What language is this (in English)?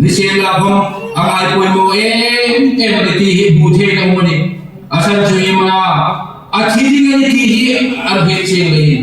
Hmar